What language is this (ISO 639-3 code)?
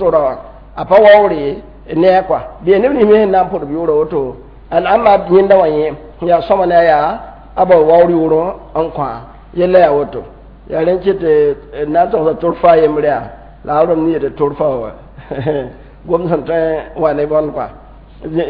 mos